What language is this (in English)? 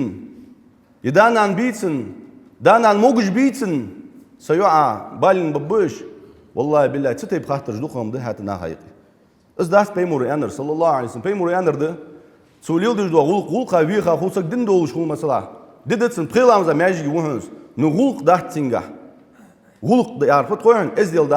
Ingush